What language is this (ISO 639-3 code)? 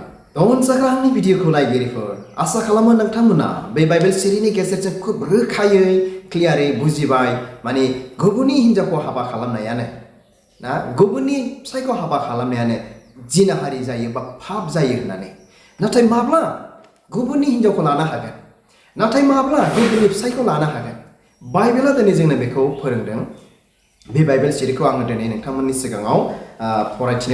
brx